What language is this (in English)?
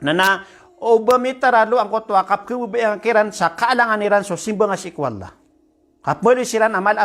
Maranao